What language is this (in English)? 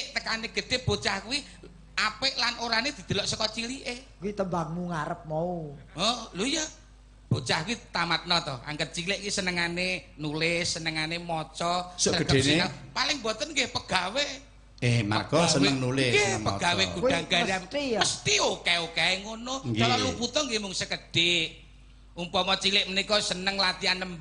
Javanese